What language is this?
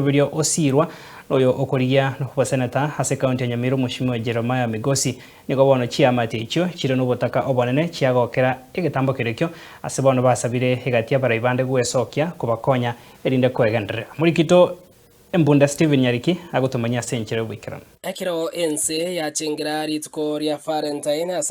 Gusii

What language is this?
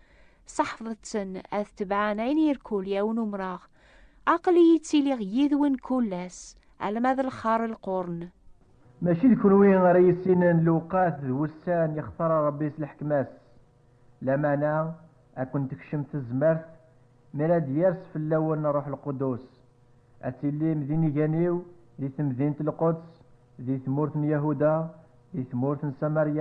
Kabyle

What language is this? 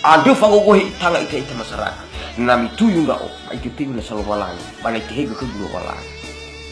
Nias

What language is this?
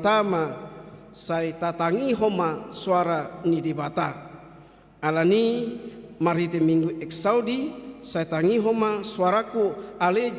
Batak Toba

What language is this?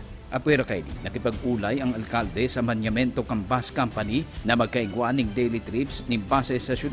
Bikol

